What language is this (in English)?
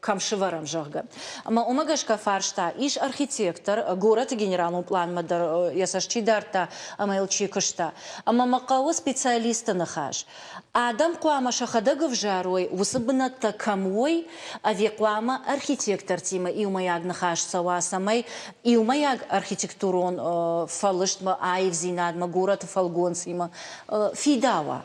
Ossetic